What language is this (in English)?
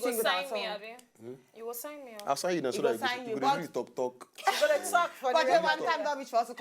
Nigerian Pidgin